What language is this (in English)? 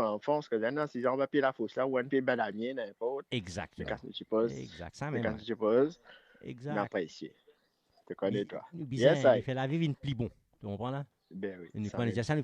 Morisyen